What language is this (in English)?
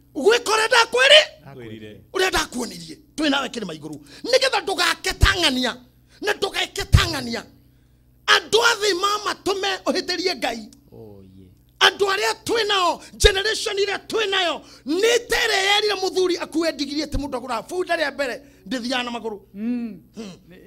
Kikuyu